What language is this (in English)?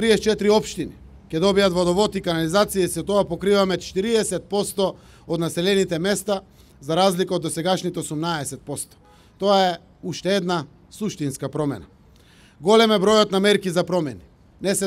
Macedonian